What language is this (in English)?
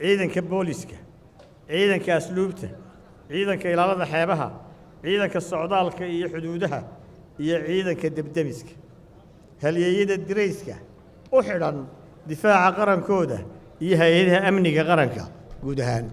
Somali